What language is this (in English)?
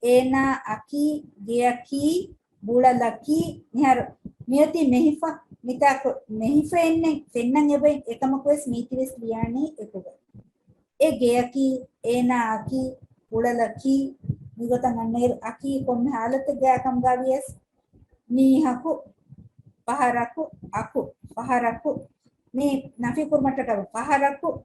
Divehi